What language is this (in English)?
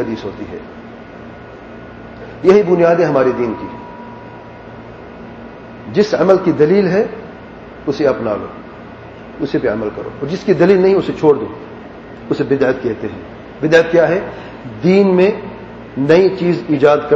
Urdu